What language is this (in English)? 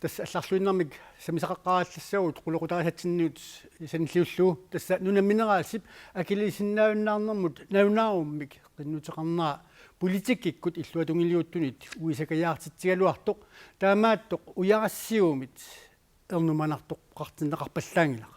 Kalaallisut